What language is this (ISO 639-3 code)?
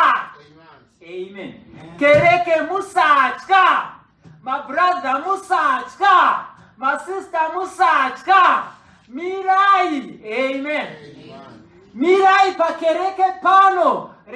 sna